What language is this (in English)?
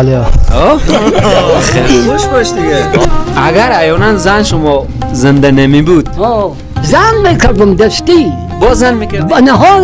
Persian